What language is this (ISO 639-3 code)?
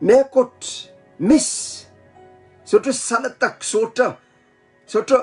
pon